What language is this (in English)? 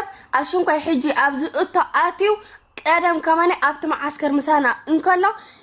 Tigrinya